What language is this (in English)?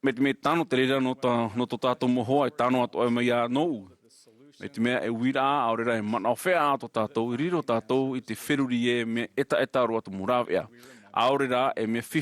Tahitian